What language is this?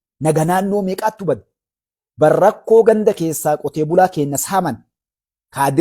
Oromo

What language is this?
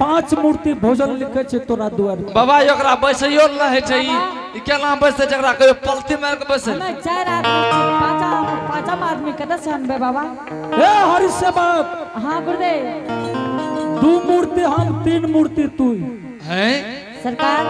Angika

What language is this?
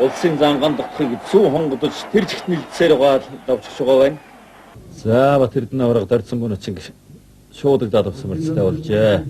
Mongolian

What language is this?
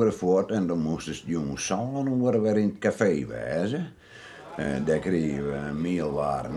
Western Frisian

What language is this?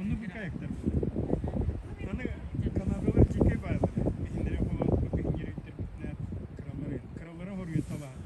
Yakut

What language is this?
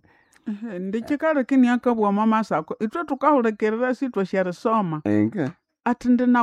Nande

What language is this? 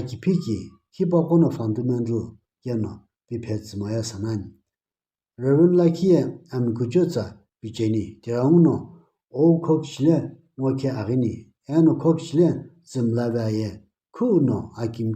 Sumi Naga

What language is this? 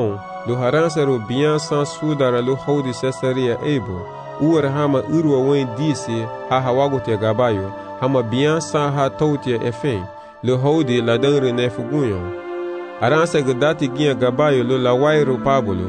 Garifuna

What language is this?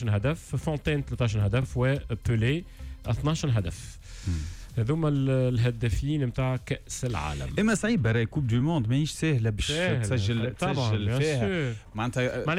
Tunisian Arabic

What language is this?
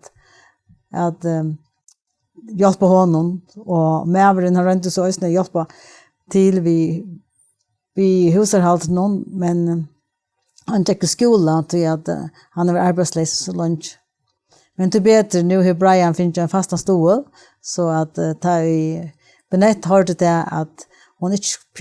Faroese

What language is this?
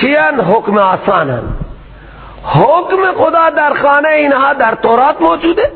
Persian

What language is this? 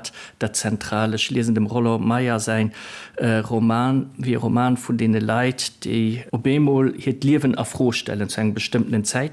Luxembourgish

